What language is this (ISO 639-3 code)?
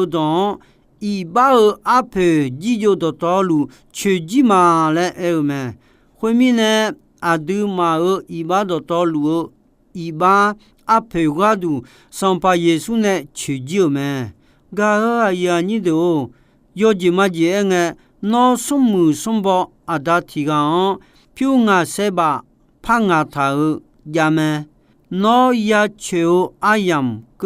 ahk